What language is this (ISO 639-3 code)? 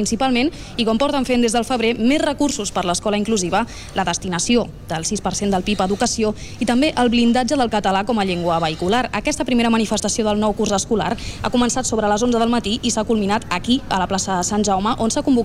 cat